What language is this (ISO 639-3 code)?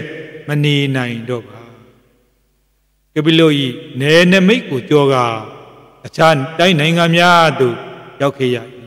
mya